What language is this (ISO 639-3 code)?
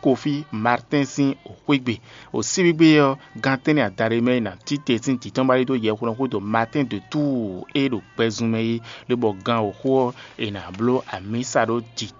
fon